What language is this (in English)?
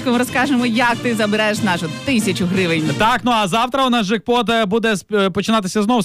Ukrainian